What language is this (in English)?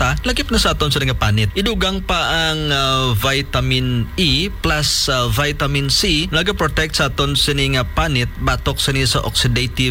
Hiligaynon